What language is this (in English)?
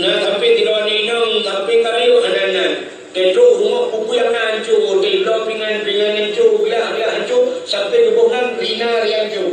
Achinese